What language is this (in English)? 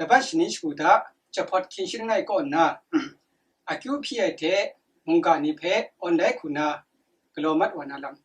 Kachin